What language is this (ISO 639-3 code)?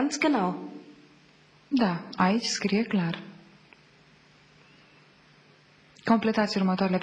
ron